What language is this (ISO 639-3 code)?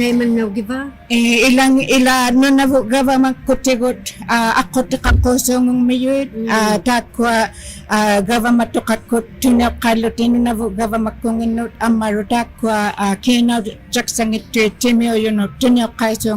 iku